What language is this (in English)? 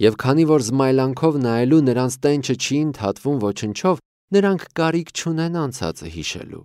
Armenian